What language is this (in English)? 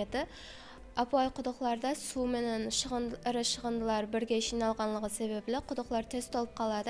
Kara-Kalpak